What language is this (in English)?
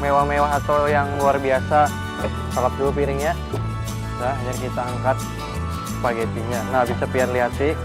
Banjar